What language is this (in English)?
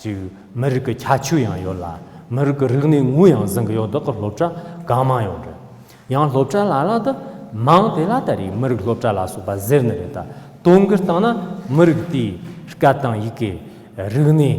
Tibetan